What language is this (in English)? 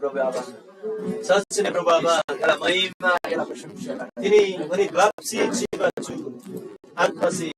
Eastern Tamang